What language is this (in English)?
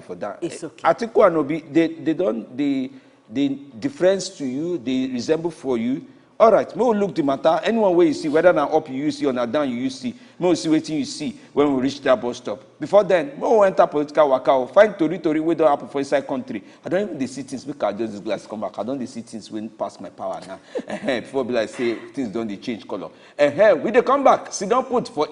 Nigerian Pidgin